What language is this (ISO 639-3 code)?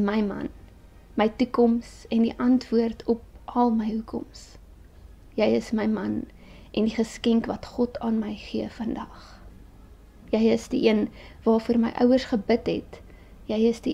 afr